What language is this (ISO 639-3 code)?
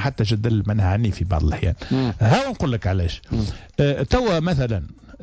aeb